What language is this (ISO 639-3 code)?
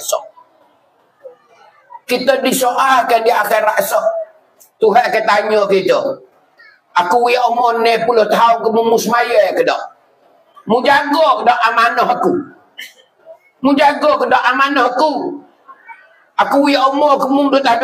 mfa